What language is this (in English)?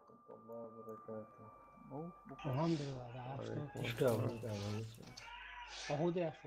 Chechen